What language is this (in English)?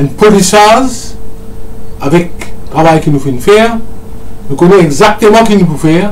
Morisyen